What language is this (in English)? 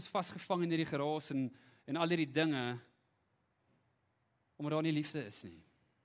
Afrikaans